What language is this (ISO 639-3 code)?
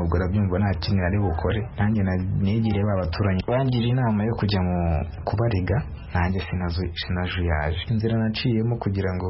kin